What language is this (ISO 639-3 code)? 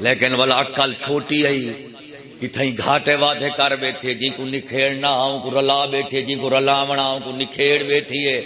skr